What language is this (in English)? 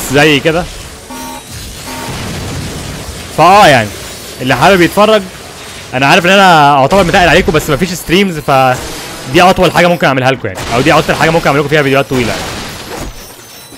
Egyptian Arabic